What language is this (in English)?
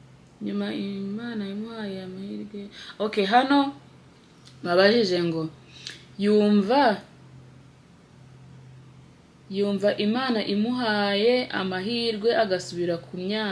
Kinyarwanda